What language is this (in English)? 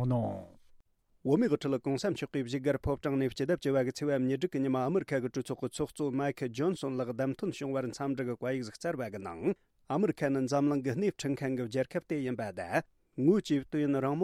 Tibetan